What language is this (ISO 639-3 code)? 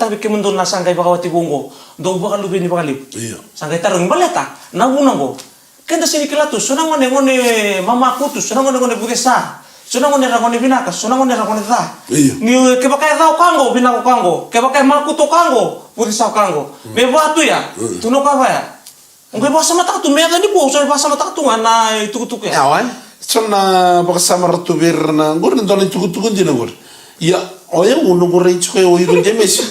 fij